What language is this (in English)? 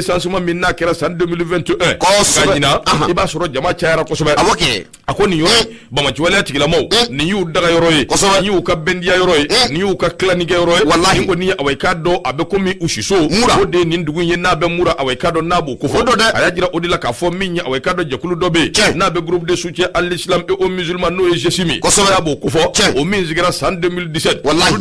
Bambara